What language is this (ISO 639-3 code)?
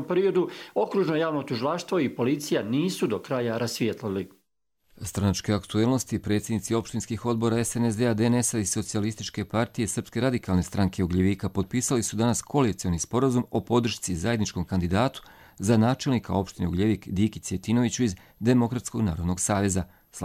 hrv